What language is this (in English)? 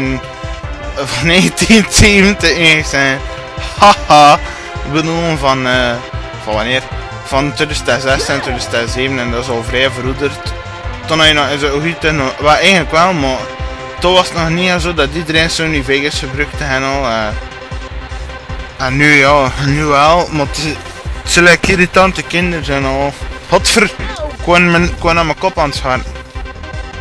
Dutch